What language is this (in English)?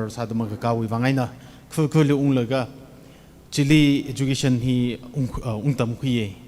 Tangkhul Naga (India)